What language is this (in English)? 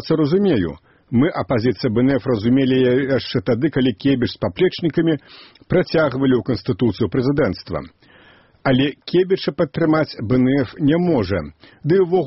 Belarusian